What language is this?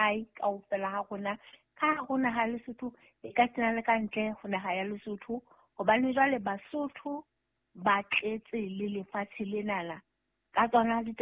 Southern Sotho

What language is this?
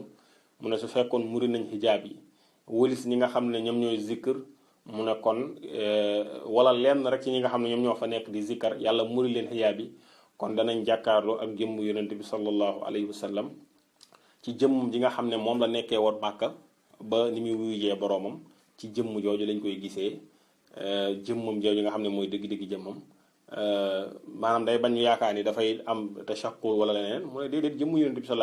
Wolof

